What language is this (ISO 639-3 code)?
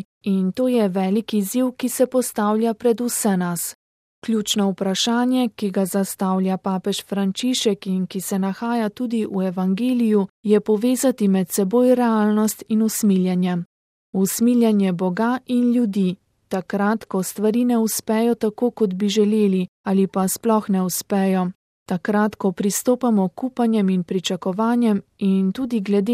slv